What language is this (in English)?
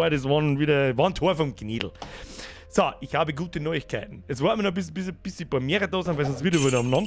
Bavarian